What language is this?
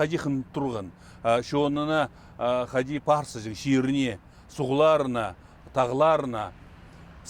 Khakas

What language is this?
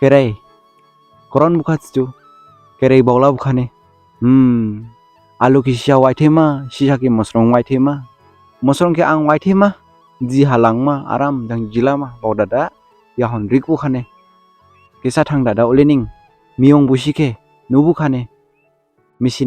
Dimasa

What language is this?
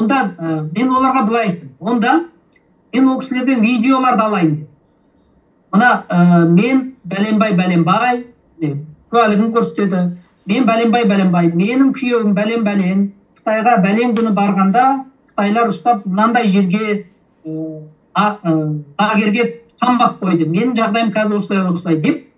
Kazakh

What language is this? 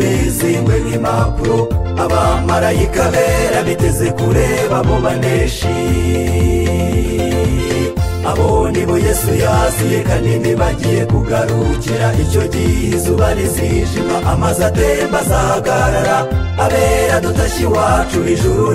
Kinyarwanda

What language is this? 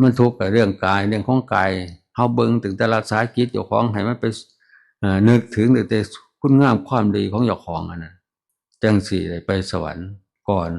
Northeastern Thai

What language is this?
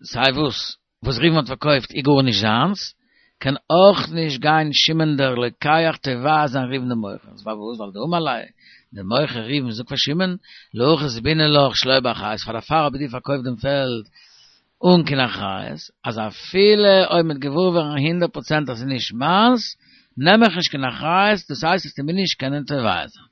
Yiddish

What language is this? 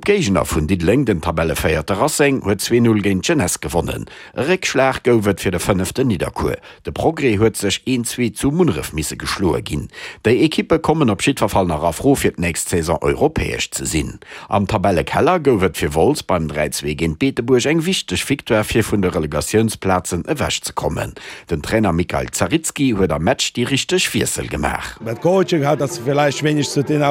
Luxembourgish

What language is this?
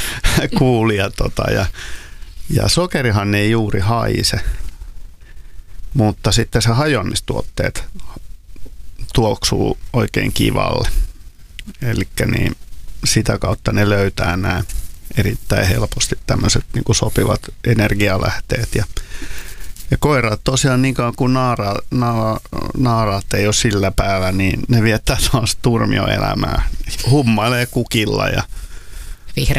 Finnish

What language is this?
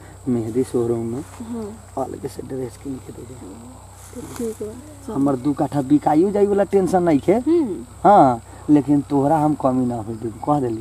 Bhojpuri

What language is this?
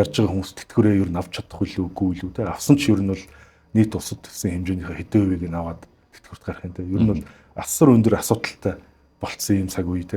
Mongolian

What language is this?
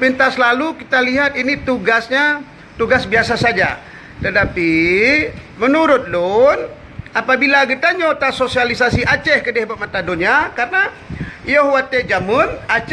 Achinese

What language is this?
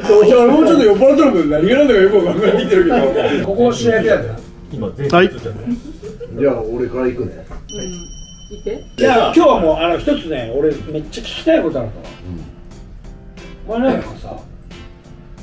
Japanese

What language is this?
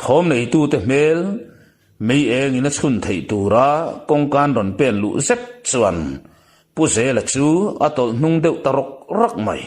Mizo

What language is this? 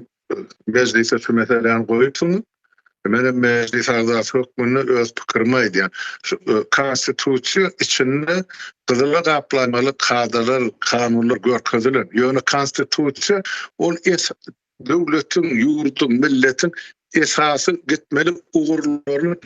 Turkmen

